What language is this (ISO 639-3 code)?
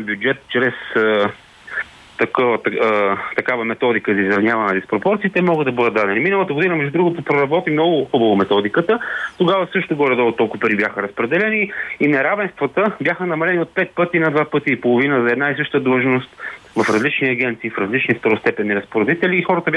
bul